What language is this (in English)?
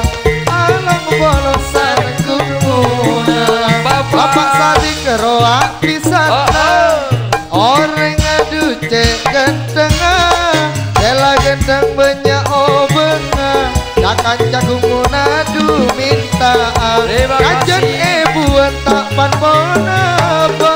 Madurese